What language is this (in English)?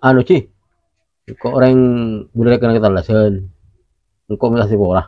Madurese